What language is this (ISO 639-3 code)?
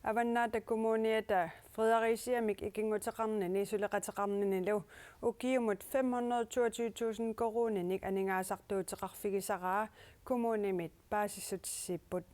kal